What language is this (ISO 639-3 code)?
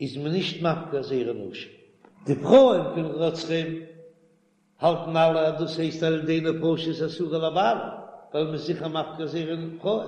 yid